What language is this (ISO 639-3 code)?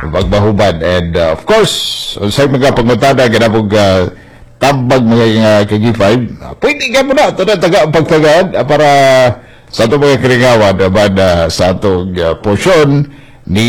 ceb